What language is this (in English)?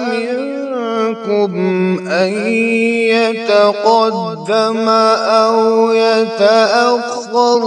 Kashmiri